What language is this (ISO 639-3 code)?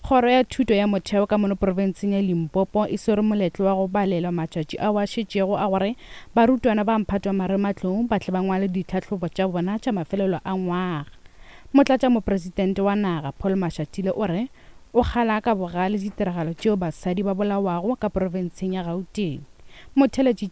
nso